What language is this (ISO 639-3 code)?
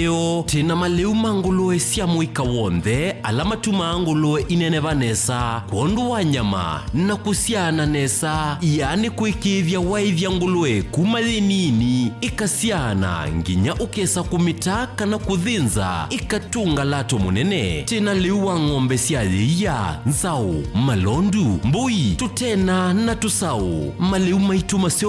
kam